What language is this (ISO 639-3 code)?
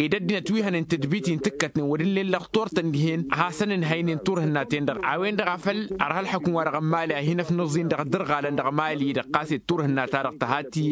taq